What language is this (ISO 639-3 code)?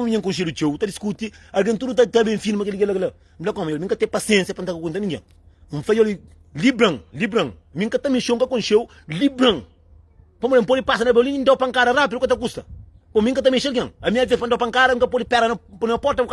kea